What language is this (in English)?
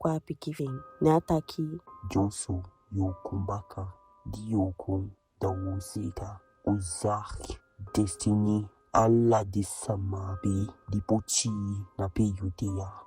Eastern Maroon Creole